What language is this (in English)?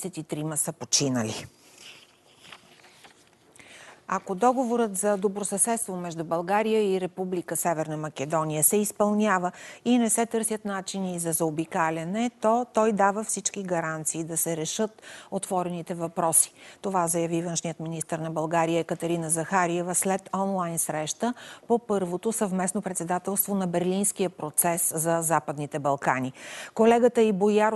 Bulgarian